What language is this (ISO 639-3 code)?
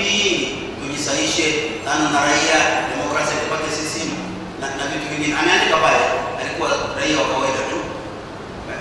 swa